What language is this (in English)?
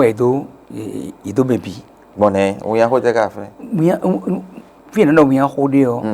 Fon